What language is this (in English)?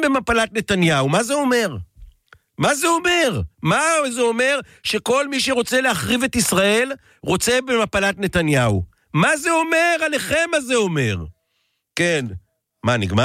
Hebrew